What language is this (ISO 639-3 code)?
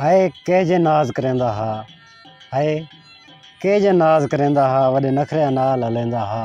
skr